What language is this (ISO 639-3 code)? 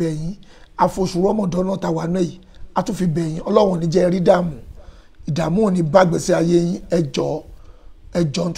yor